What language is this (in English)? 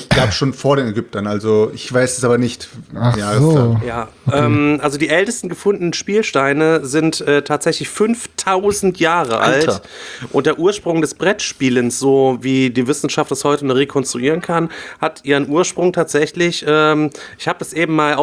German